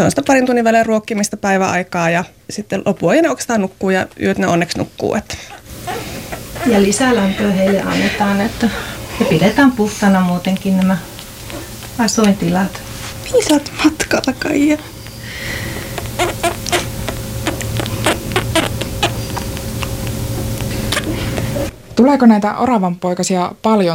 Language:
Finnish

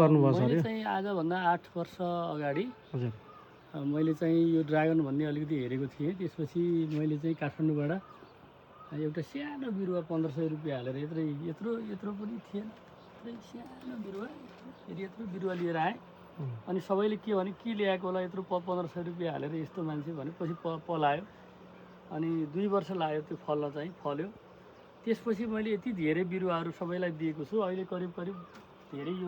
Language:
Nepali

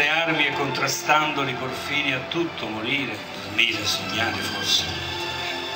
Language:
Italian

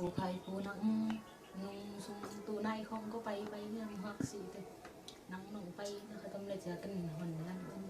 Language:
Tedim Chin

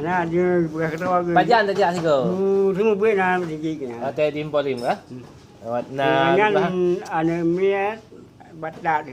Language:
Achinese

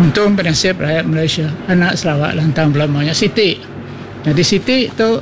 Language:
Iban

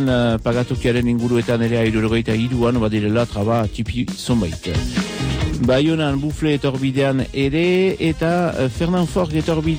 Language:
Basque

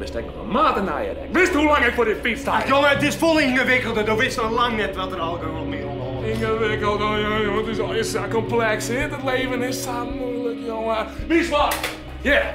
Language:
Western Frisian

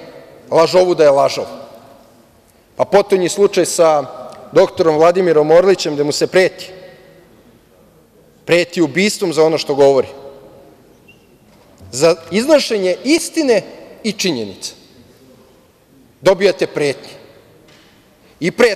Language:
Serbian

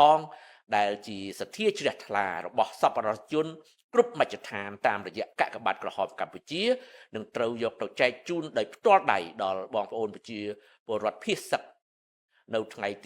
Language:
Khmer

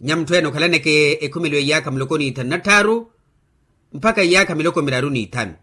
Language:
Makhuwa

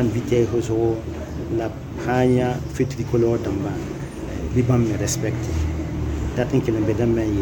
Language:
Mossi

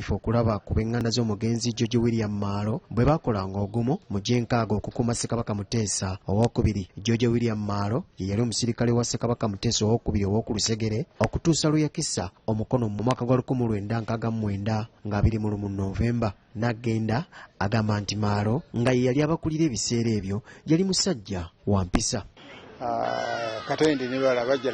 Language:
Ganda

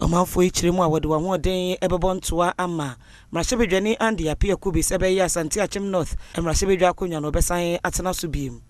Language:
Akan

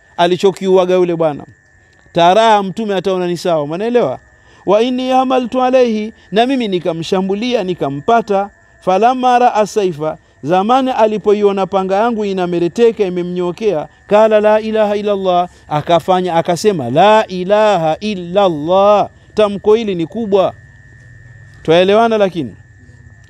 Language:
Swahili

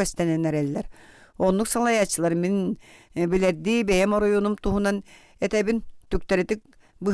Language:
Yakut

